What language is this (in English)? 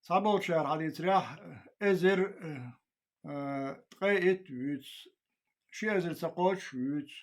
Chechen